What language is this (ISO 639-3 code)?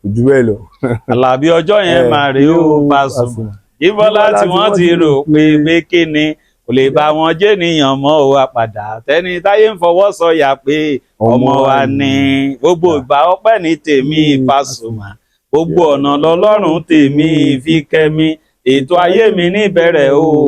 yor